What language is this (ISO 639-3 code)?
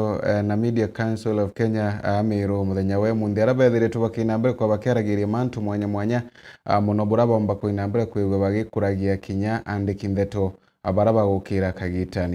mer